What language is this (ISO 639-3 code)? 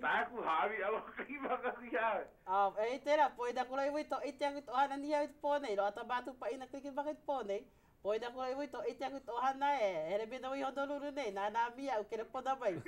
haw